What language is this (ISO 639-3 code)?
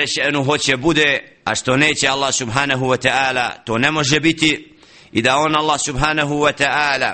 bos